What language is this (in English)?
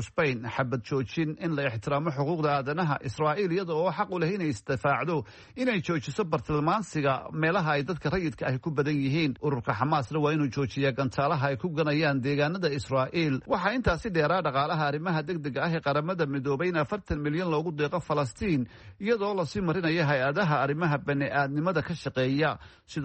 Somali